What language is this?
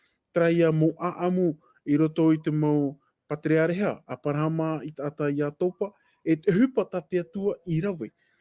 Tahitian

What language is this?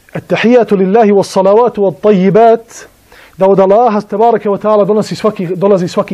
Bosnian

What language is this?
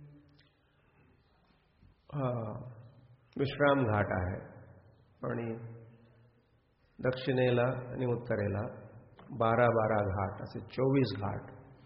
Marathi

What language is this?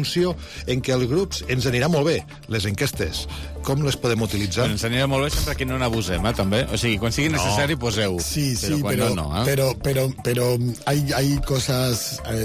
Catalan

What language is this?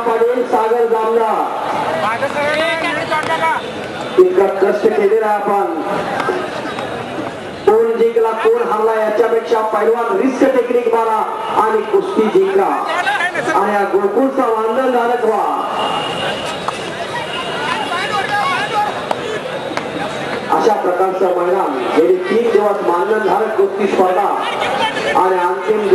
Marathi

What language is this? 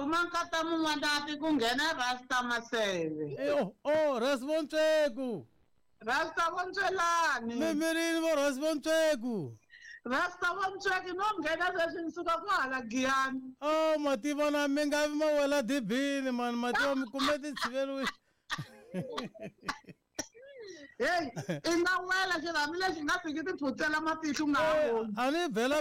Tsonga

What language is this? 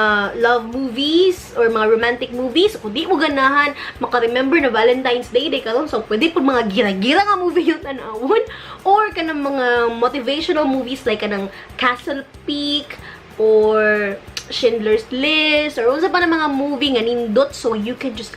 Cebuano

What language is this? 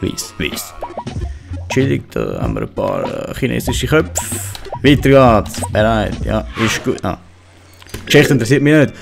Swiss German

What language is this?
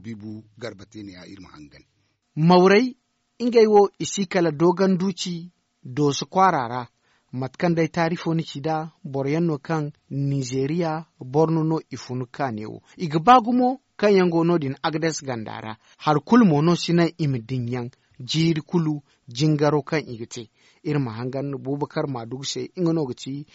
Zarma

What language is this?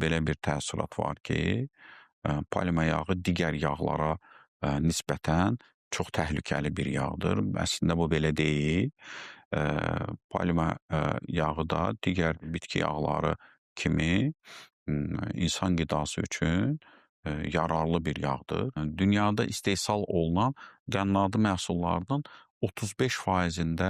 Azerbaijani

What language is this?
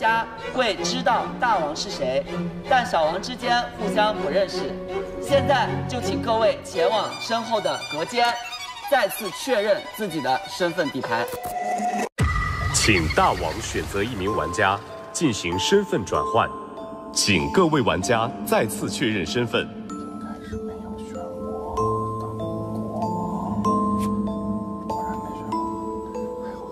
Chinese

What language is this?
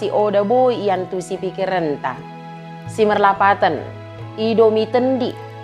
Batak Dairi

